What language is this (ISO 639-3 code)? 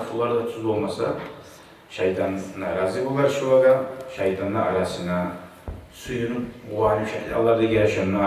kum